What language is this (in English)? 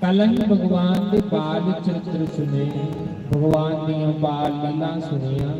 Dogri